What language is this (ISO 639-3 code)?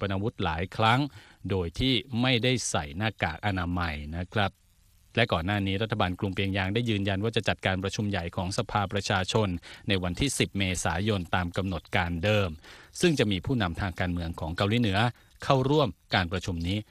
tha